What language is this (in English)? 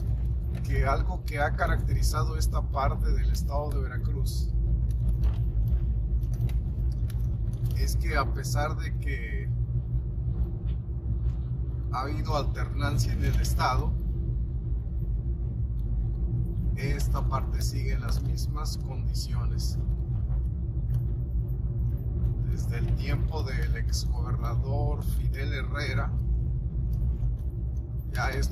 Spanish